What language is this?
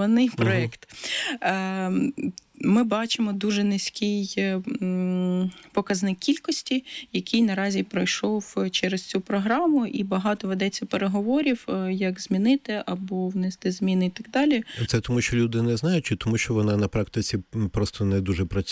Ukrainian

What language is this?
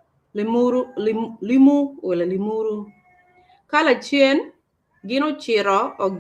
Acoli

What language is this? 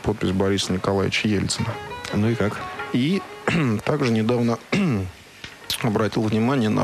Russian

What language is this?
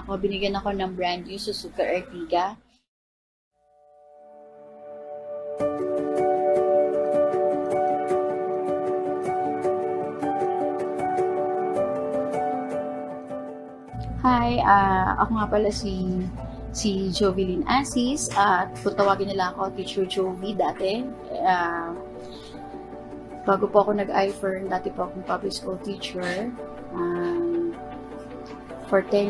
Filipino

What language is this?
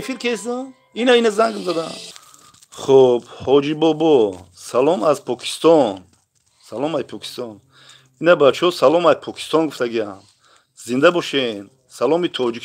Tajik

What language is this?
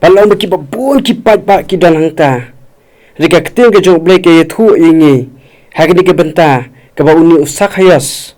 Khasi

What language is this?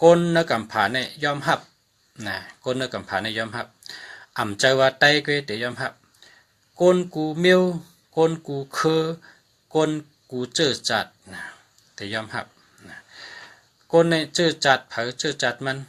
Shan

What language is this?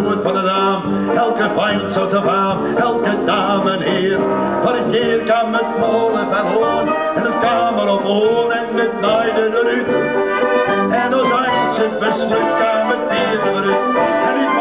Western Frisian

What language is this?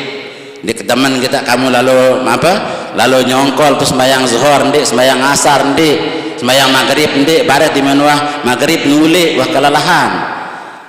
Sasak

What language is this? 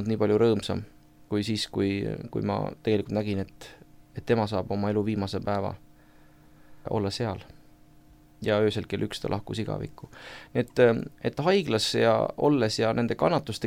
Estonian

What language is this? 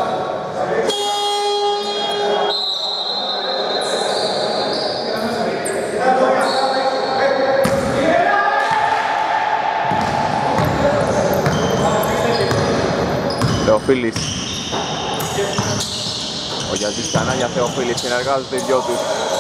Greek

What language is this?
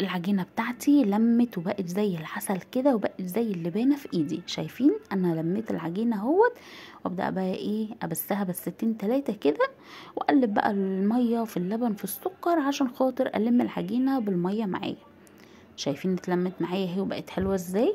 Egyptian Arabic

